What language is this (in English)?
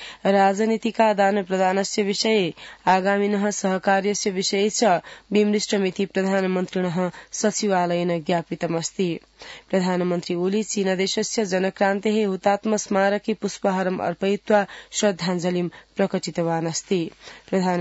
Sanskrit